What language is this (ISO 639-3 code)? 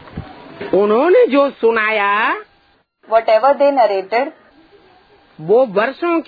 hin